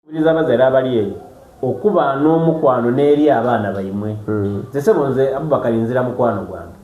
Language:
Soga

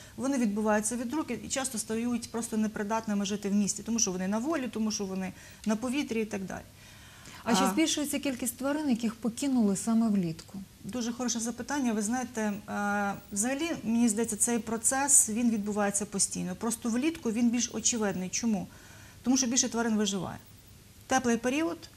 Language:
Ukrainian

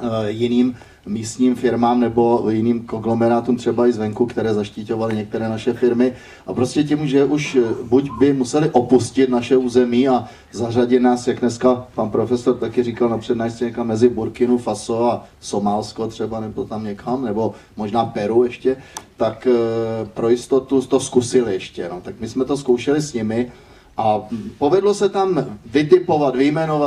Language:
Czech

